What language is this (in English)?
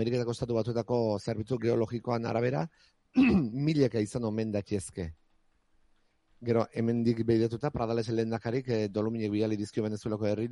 Basque